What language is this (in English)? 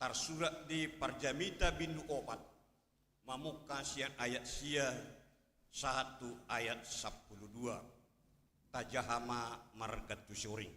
Batak Toba